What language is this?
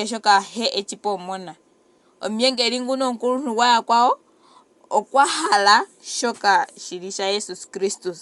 Ndonga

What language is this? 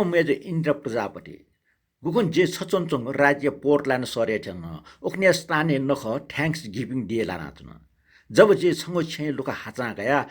Newari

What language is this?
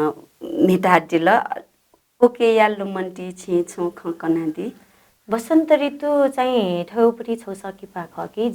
Newari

